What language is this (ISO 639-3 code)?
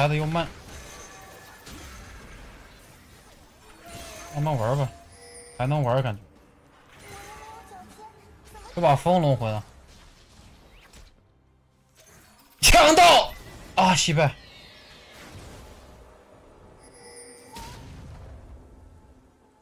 zho